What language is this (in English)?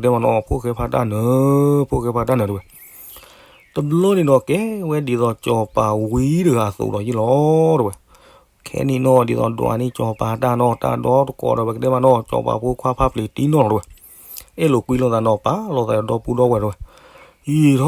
S'gaw Karen